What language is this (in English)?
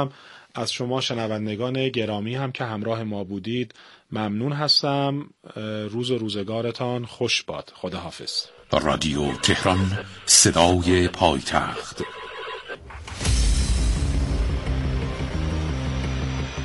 Persian